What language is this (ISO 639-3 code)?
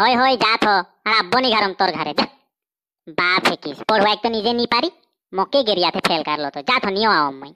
sck